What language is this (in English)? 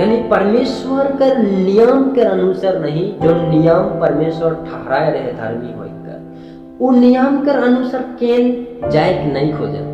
Sadri